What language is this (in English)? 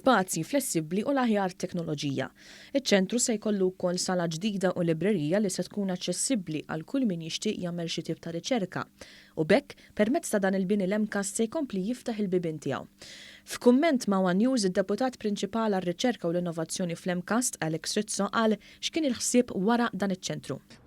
Maltese